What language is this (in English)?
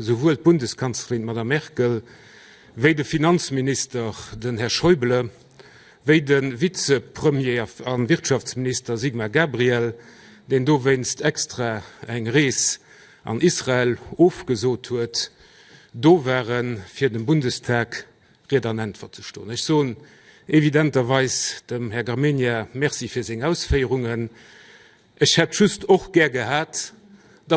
Luxembourgish